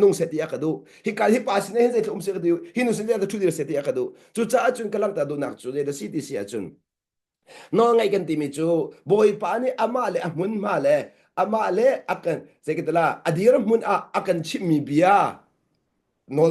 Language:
Hakha Chin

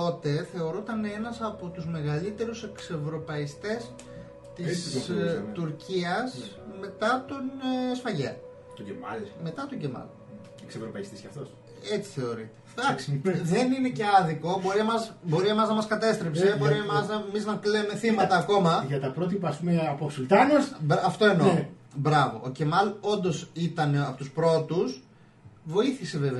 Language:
Greek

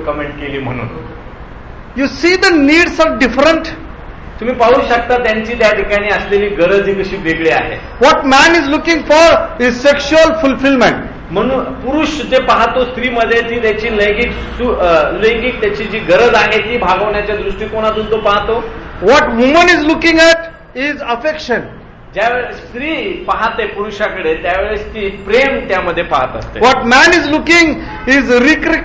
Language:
Marathi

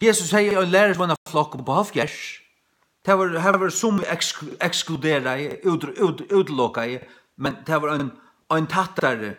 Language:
Faroese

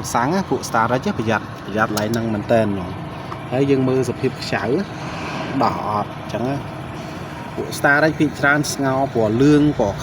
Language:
Khmer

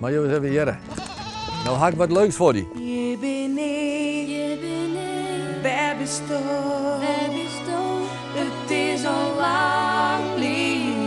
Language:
Western Frisian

